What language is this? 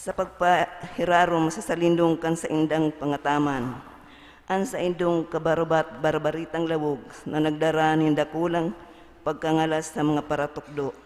Bikol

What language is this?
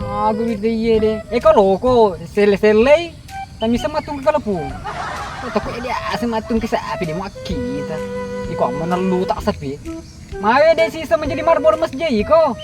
Buginese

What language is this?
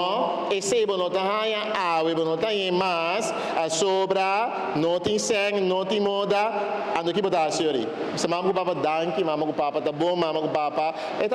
Papiamento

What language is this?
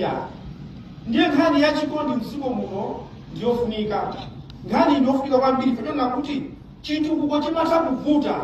Nyanja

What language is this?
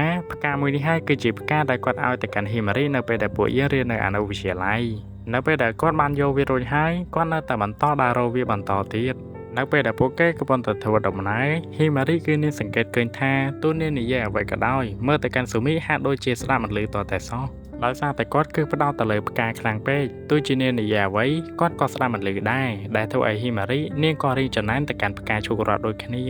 Khmer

